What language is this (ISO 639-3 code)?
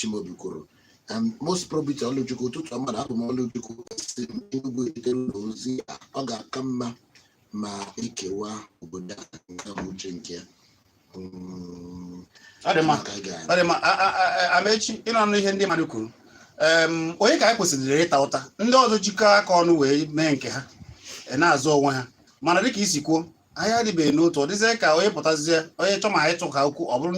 ibo